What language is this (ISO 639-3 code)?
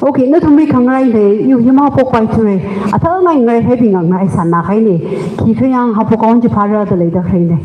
nmf